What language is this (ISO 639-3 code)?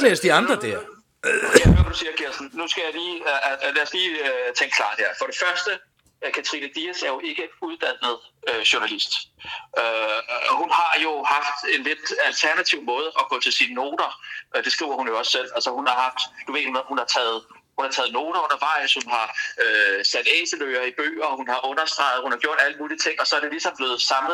dan